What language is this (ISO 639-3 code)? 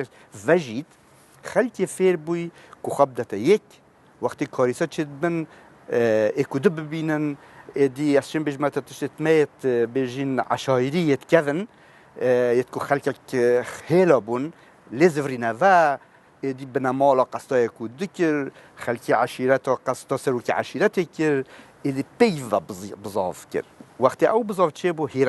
kur